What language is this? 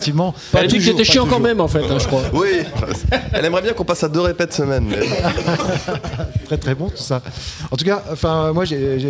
French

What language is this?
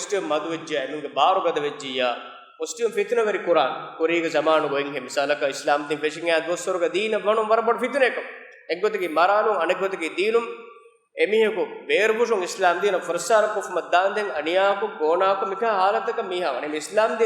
Divehi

